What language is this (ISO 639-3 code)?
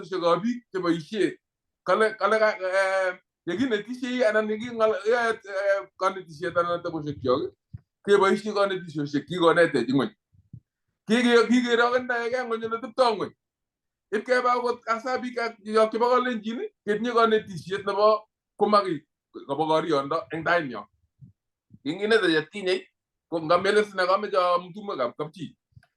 kln